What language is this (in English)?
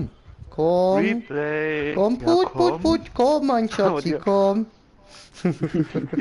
Swiss German